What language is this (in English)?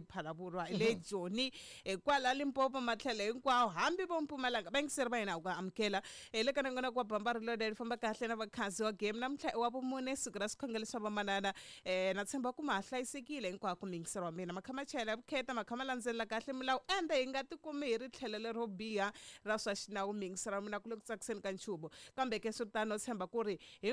Tsonga